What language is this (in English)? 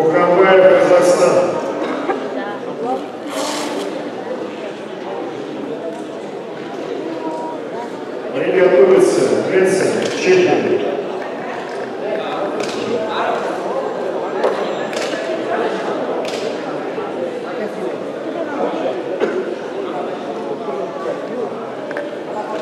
Russian